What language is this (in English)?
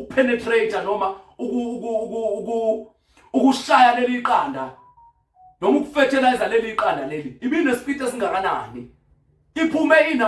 Zulu